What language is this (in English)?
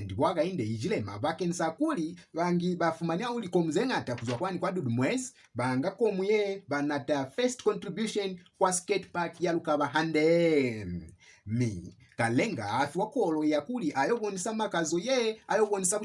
Lozi